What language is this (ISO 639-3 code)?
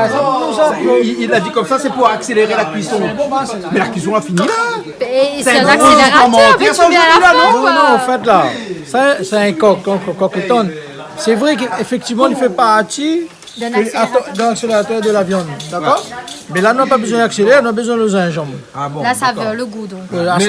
rcf